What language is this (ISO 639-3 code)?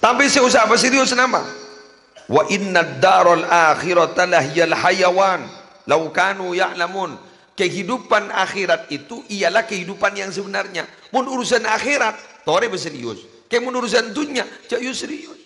mad